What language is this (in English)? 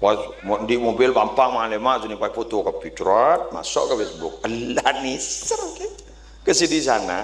Madurese